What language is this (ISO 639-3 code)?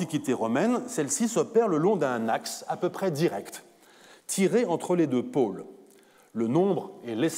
fra